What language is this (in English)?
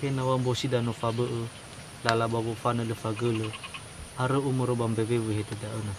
Nias